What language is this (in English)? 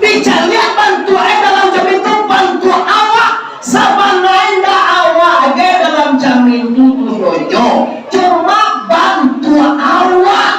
Minangkabau